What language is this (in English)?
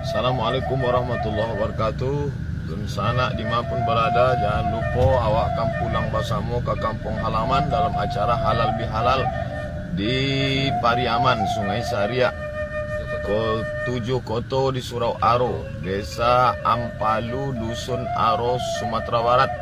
Minangkabau